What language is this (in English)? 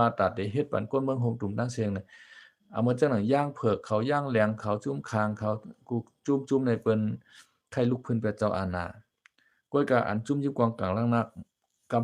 Shan